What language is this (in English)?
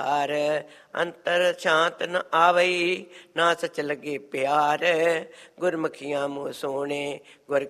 Punjabi